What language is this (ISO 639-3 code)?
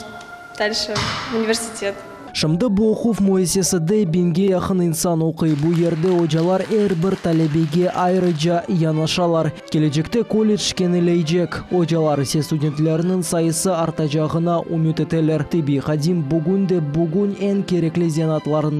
crh